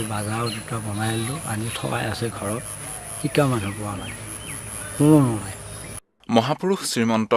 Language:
Assamese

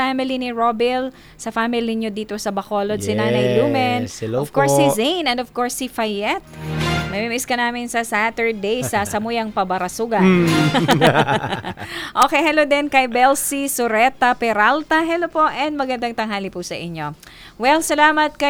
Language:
Filipino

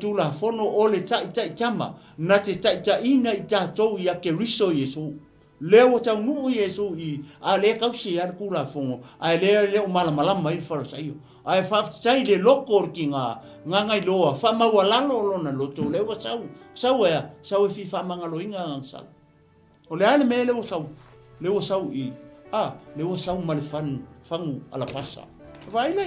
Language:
Samoan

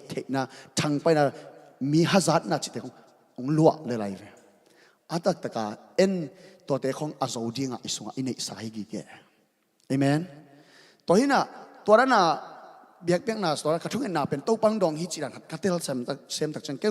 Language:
Tedim Chin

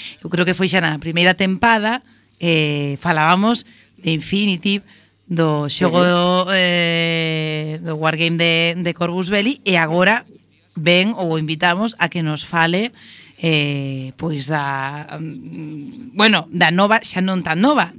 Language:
Galician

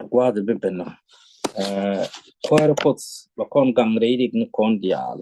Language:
Nuer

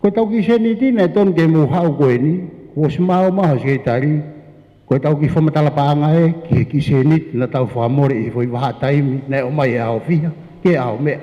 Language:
Tongan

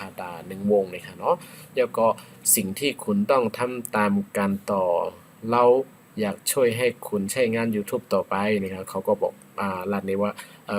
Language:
Shan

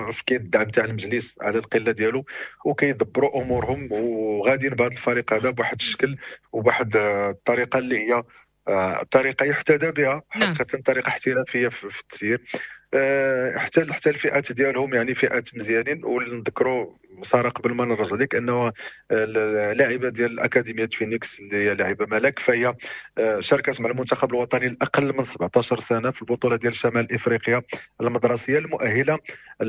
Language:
Moroccan Arabic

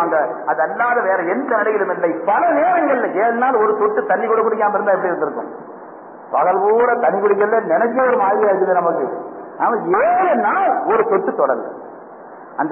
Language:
Tamil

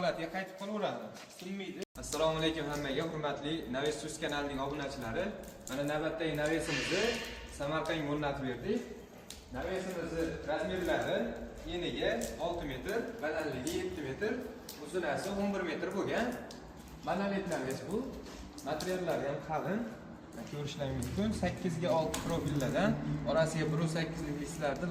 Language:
Uzbek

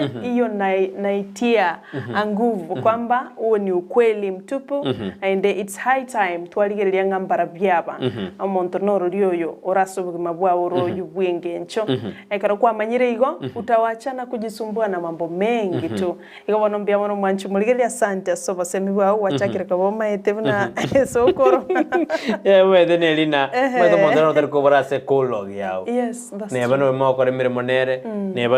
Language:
Gusii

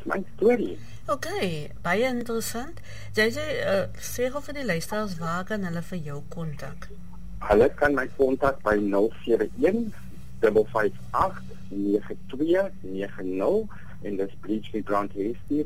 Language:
Afrikaans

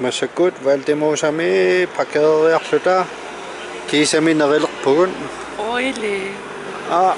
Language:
Kalaallisut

